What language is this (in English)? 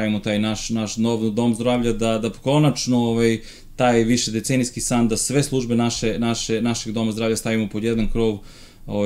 Serbian